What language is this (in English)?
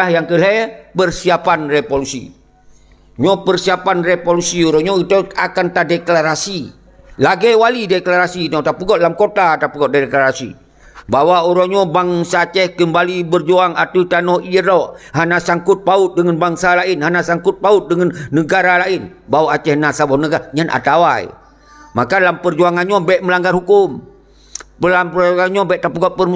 Achinese